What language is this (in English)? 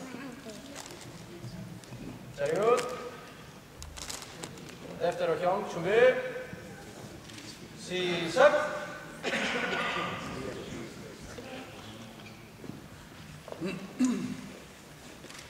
Greek